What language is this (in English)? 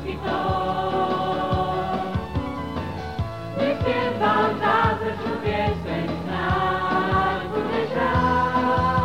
Slovak